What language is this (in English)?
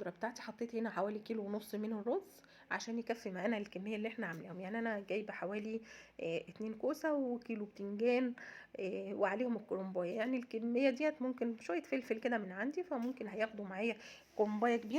Egyptian Arabic